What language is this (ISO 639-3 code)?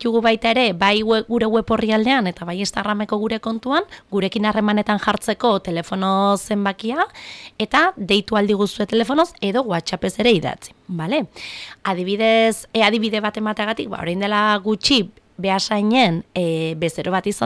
eus